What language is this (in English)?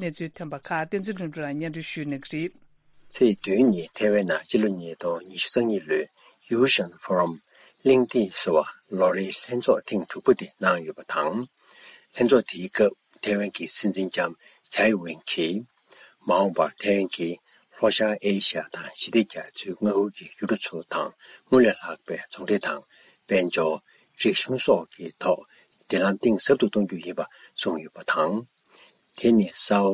Tibetan